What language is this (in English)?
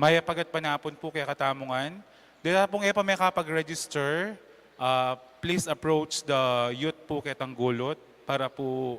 Pampanga